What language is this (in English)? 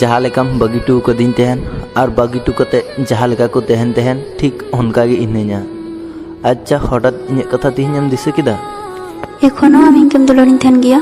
Santali